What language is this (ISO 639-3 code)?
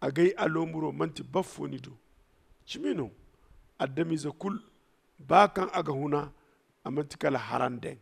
dje